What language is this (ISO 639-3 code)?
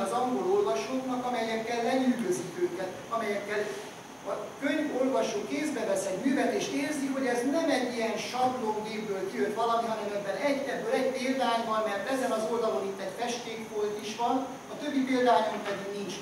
hun